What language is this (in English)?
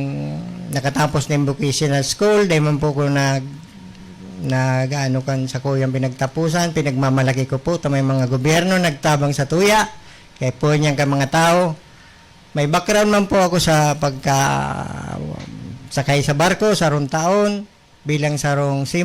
Bikol